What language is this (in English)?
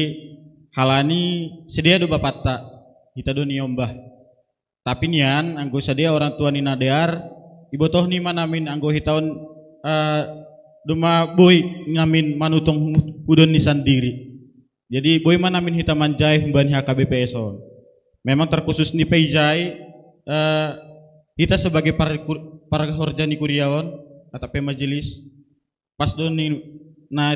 Batak Simalungun